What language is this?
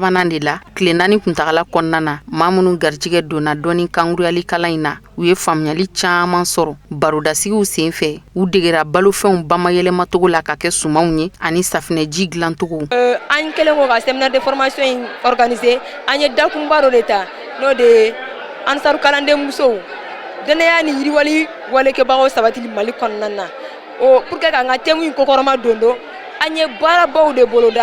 Bambara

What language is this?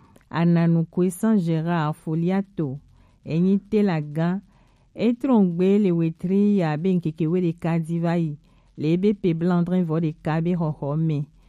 Gen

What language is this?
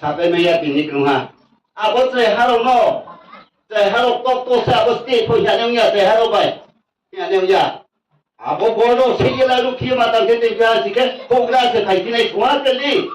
Riang (India)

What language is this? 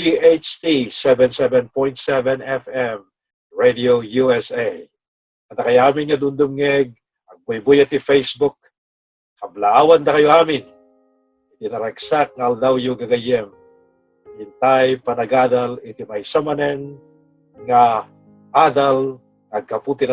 Iloko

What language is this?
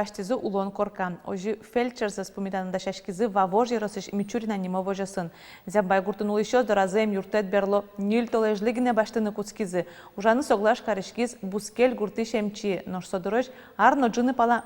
Udmurt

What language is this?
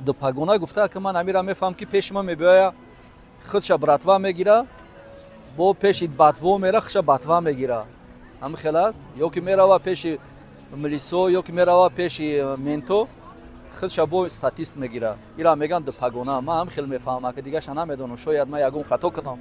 Tajik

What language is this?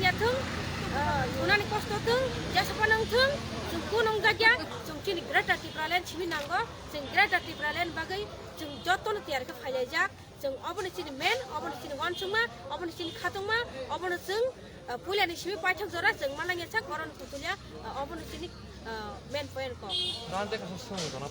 Kok Borok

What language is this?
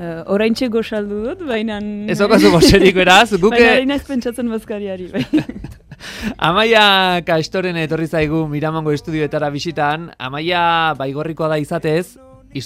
Basque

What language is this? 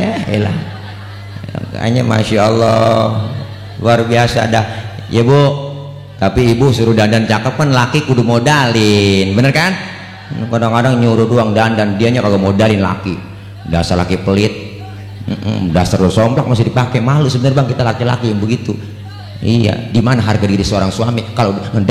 Betawi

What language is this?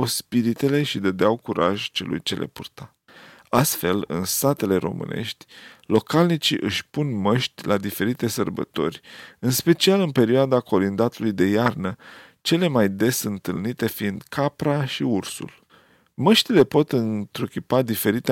Romanian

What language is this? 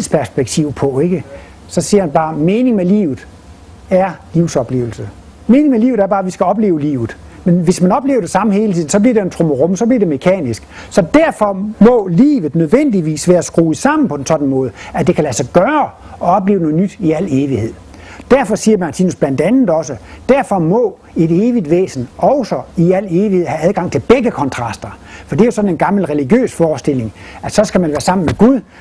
Danish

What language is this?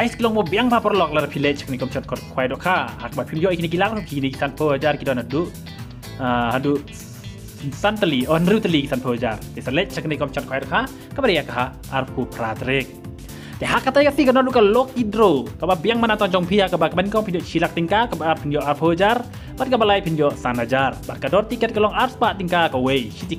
Khasi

